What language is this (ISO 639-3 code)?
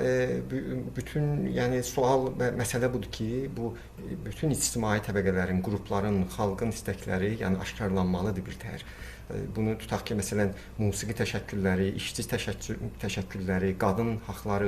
azb